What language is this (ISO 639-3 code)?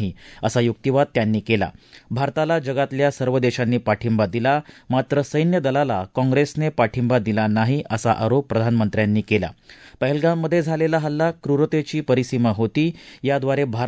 mar